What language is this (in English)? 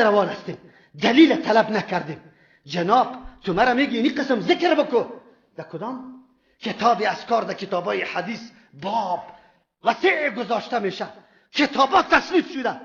Persian